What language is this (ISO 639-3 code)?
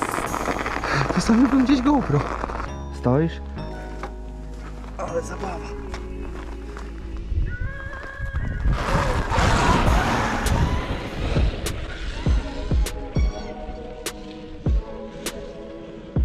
pol